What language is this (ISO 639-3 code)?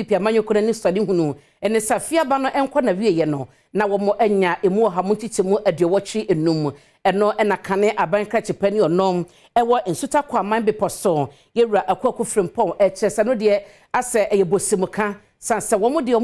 aka